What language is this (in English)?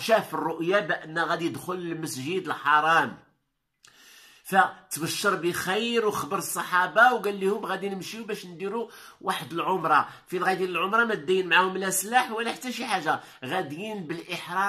Moroccan Arabic